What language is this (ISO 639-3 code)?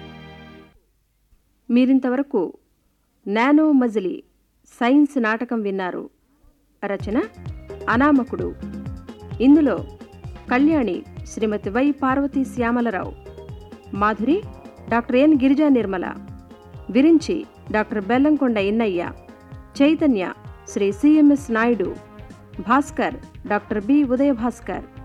tel